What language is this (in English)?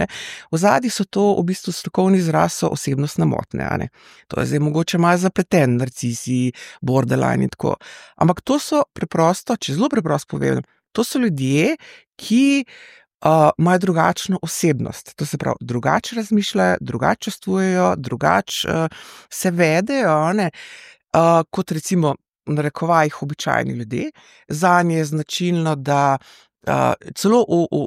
Slovenian